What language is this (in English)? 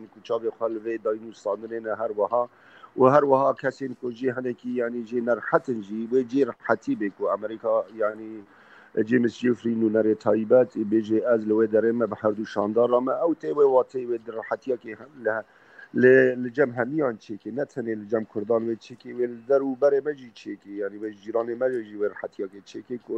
Kurdish